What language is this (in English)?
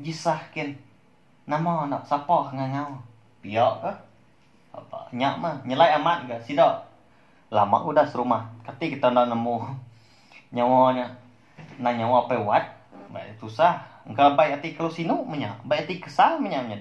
Iban